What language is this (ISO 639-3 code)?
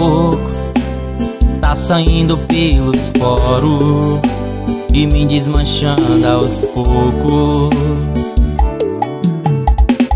por